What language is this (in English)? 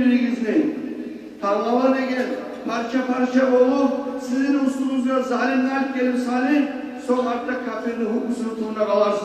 Kumyk